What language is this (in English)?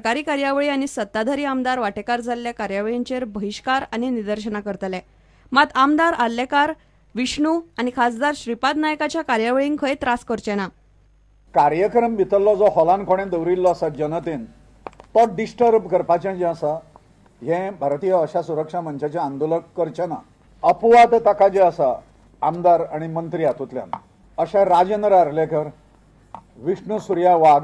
Konkani